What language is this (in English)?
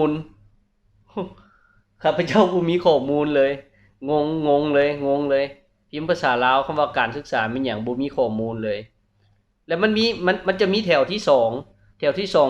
Lao